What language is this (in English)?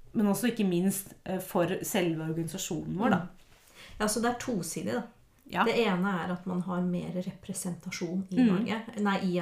Norwegian